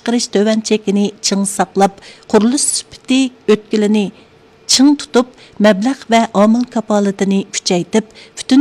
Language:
Uyghur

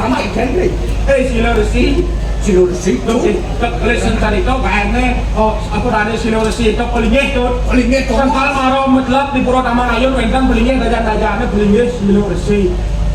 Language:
Balinese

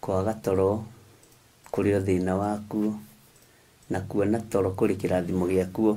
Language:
Kikuyu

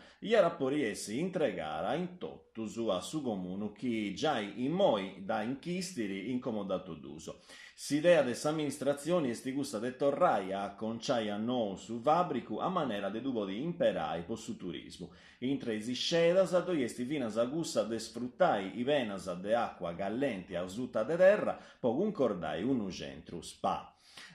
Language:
Sardinian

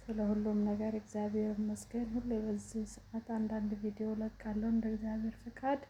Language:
Amharic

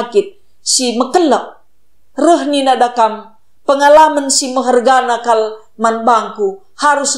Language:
Batak Karo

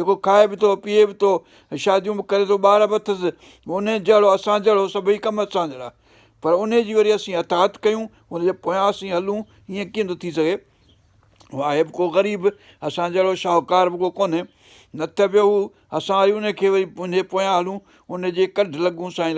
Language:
Sindhi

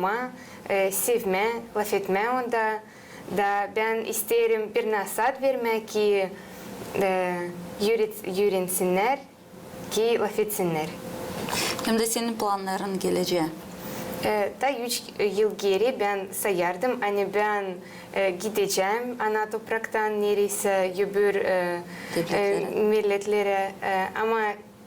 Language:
Gagauz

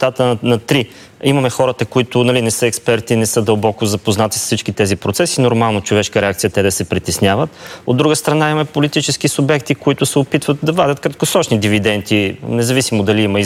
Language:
Bulgarian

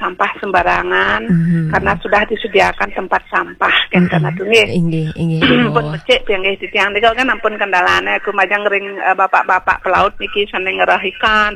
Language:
Balinese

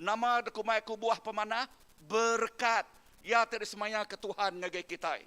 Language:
Iban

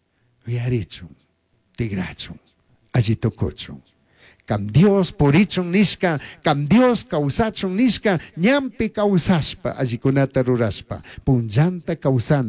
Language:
Chimborazo Highland Quichua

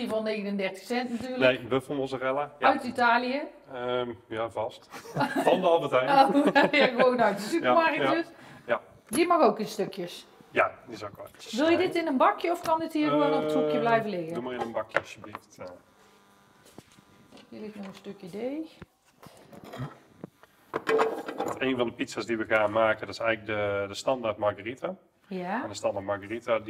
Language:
Dutch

